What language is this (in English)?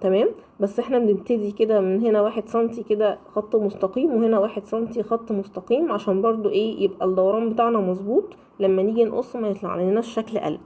Egyptian Arabic